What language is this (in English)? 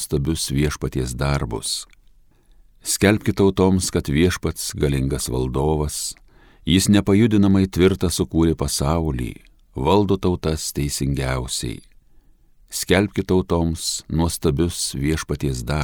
Lithuanian